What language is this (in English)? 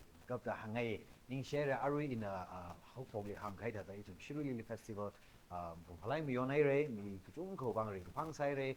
Tangkhul Naga (India)